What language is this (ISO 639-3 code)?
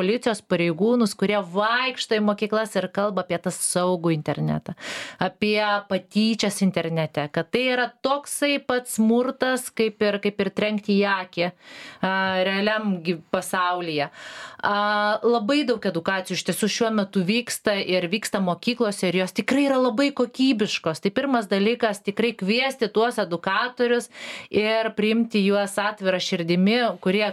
lit